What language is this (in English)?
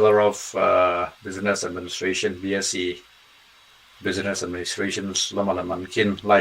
Tedim Chin